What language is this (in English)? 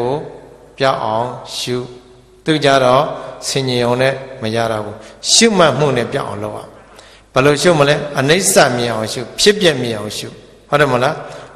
Burmese